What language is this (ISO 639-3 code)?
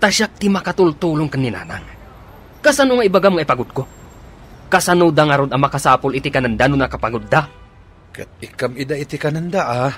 ilo